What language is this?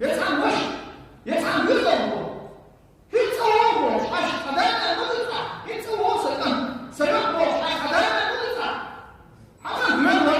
Chechen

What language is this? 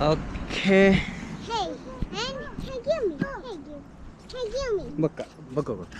Tulu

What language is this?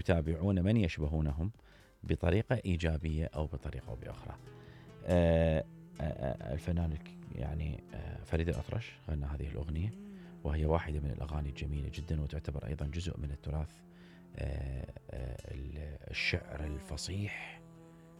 Mesopotamian Arabic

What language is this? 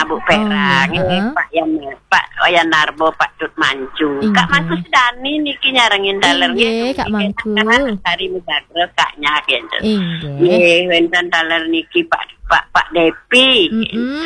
Balinese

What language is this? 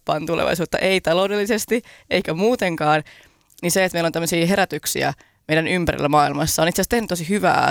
Finnish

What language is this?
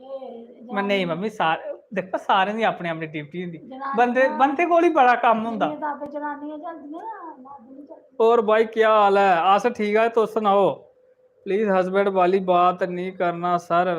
Dogri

